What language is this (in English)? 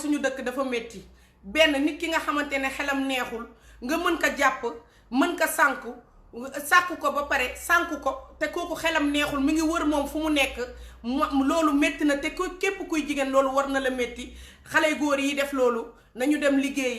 Wolof